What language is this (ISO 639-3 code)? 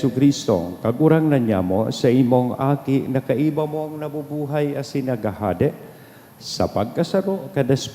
bik